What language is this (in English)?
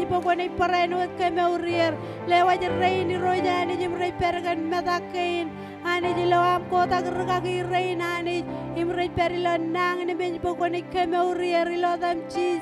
Marshallese